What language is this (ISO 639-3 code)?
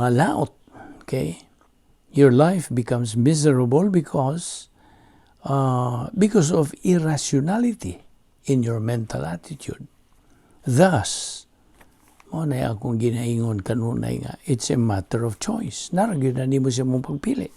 ceb